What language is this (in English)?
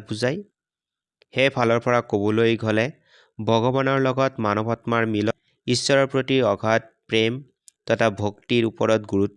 Assamese